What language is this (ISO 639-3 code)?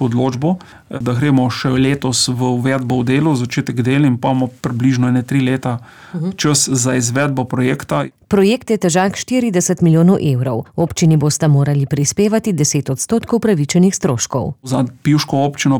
slv